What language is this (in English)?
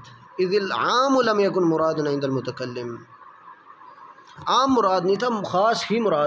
Urdu